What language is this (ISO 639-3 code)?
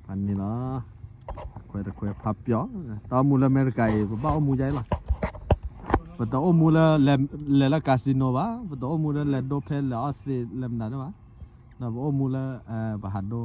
ksw